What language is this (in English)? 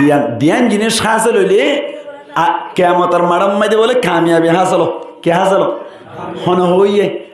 Rohingya